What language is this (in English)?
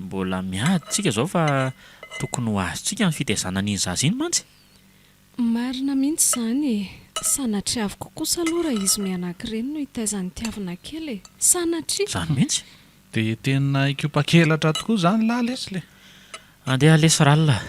Malagasy